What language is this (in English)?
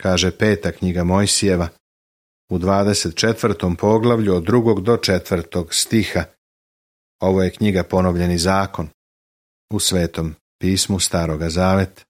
Serbian